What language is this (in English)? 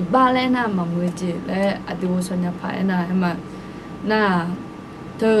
Akha